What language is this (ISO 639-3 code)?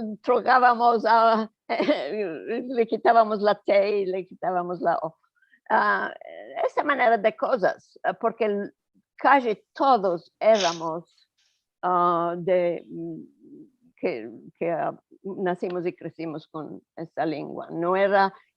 lad